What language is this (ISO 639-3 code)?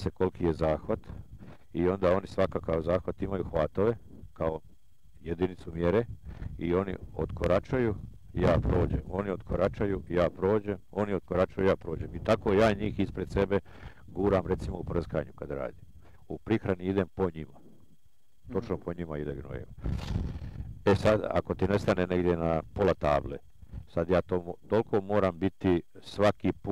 hrv